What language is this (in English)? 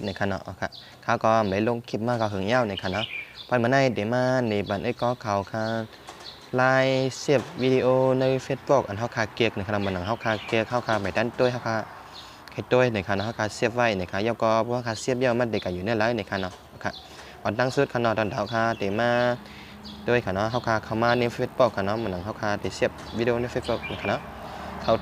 Shan